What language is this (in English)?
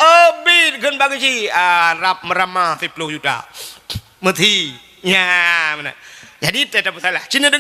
Achinese